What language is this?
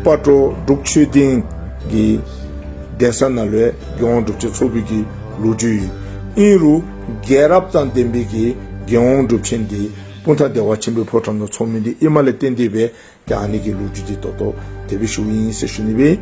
Dzongkha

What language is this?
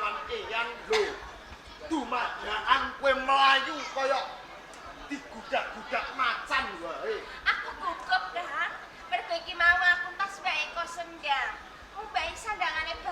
Javanese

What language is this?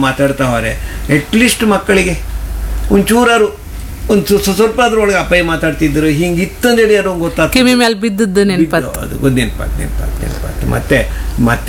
Kannada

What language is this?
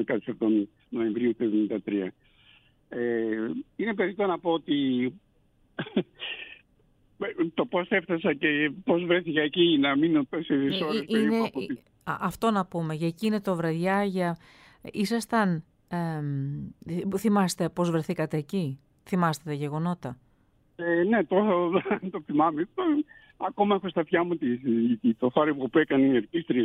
Greek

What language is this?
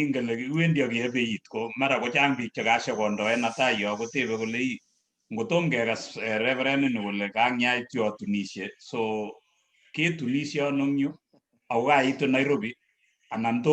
Kalenjin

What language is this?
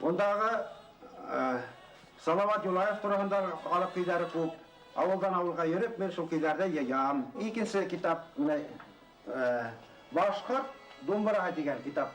Bashkir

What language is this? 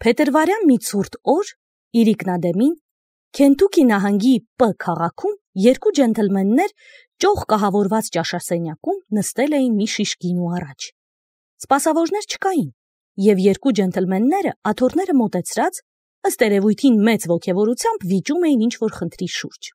Armenian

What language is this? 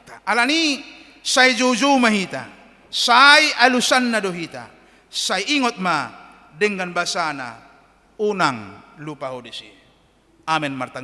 Batak Toba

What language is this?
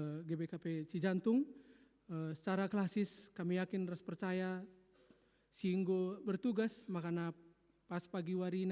Batak Karo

